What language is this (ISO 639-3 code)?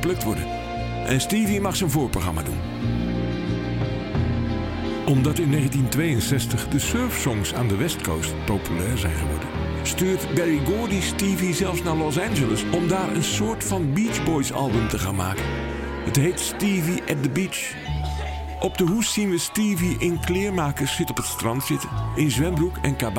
nld